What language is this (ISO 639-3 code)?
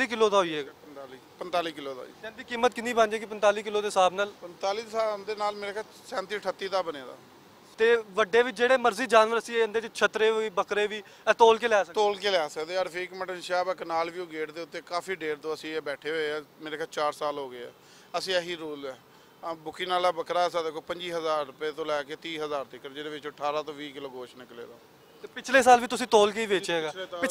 lah